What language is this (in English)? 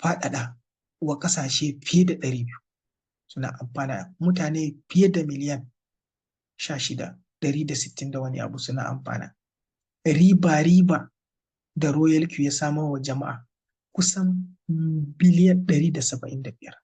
Hausa